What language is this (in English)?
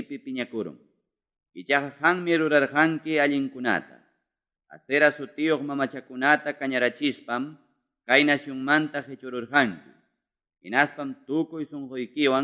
Ayacucho Quechua